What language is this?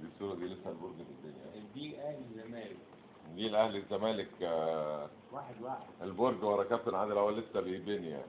Egyptian Arabic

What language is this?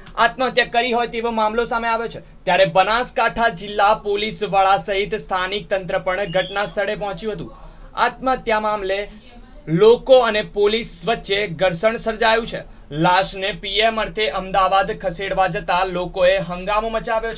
Gujarati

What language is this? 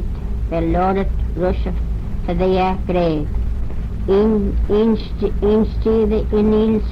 Manx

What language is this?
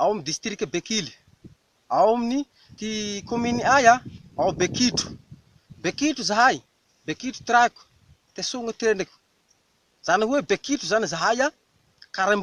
Malagasy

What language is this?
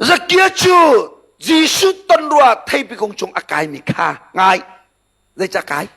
Hakha Chin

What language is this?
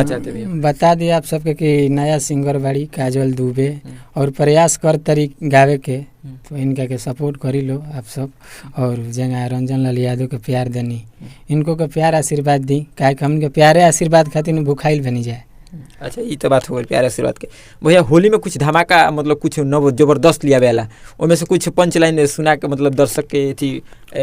Bhojpuri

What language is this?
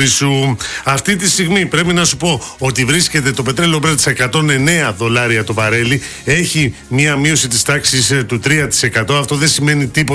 Greek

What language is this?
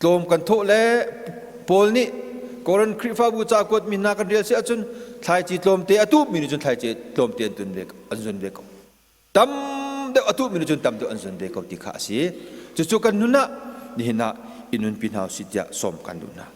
Hakha Chin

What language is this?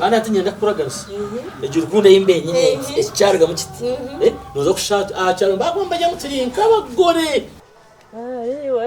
Nyankole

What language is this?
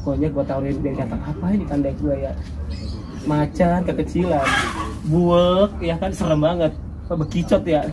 Betawi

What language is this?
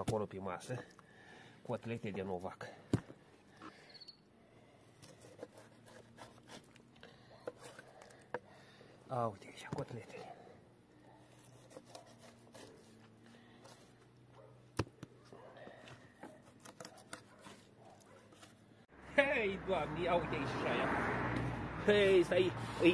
Romanian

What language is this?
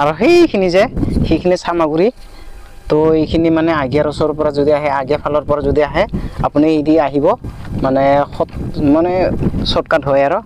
Assamese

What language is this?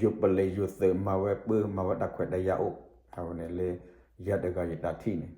S'gaw Karen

